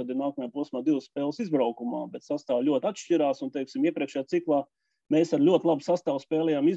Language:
Latvian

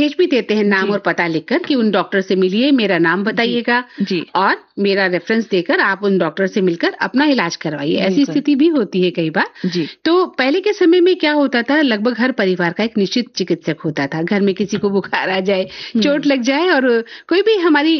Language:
Hindi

